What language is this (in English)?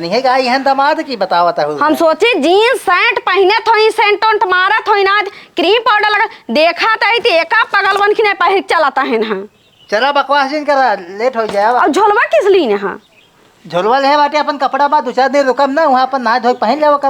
Awadhi